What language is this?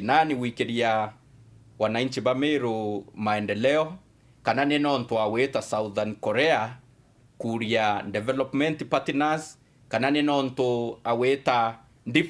Meru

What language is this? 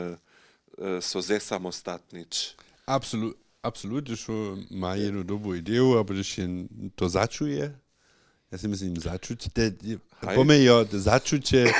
Upper Sorbian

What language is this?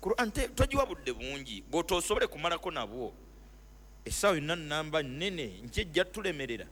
Ganda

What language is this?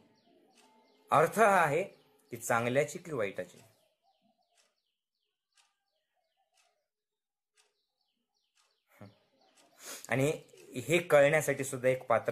Marathi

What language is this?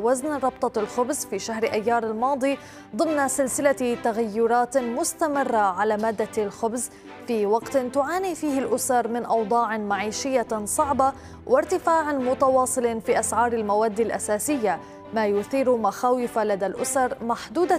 Arabic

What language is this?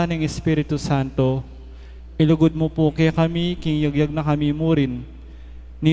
Pampanga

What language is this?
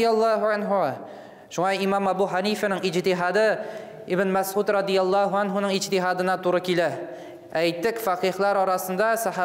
Tatar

